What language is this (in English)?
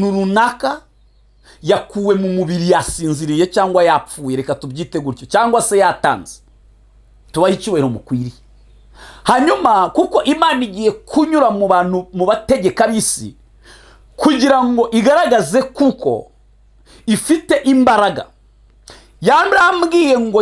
Kinyarwanda